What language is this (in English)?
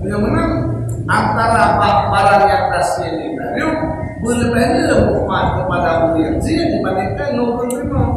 Achinese